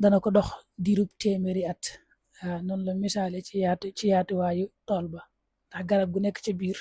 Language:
Wolof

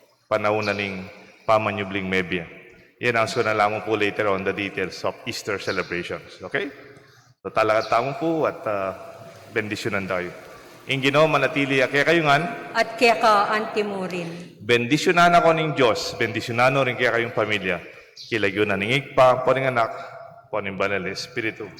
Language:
Pampanga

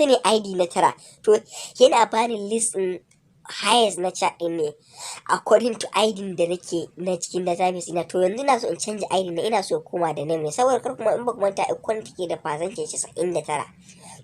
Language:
Hausa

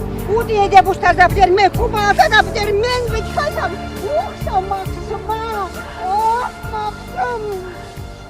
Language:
Chuvash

